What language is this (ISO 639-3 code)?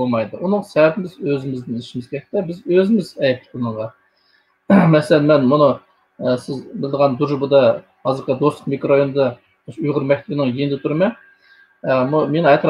uig